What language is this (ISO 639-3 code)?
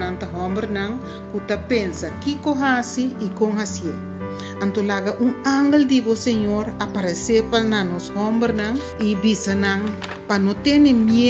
pap